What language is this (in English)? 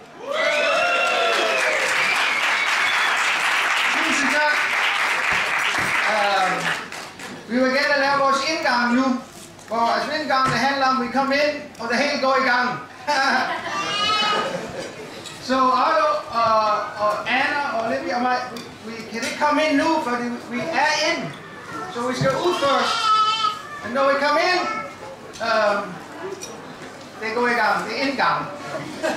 Danish